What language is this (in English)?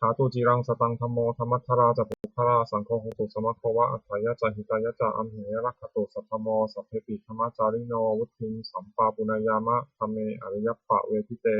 Pali